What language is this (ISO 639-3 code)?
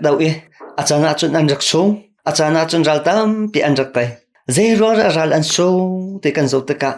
cnh